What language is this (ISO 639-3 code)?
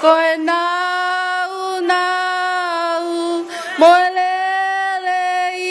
ton